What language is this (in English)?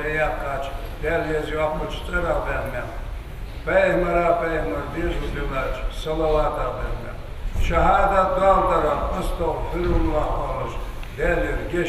Ingush